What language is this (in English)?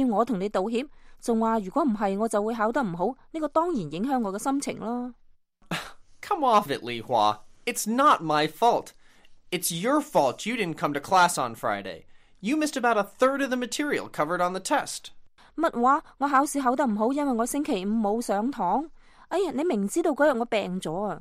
Cantonese